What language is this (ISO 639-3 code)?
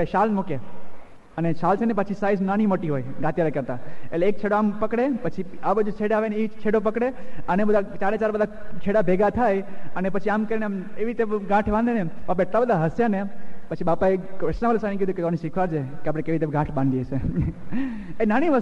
guj